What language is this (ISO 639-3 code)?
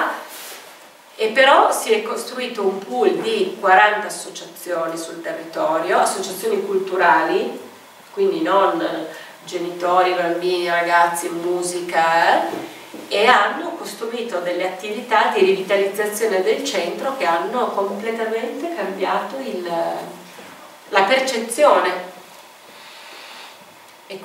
ita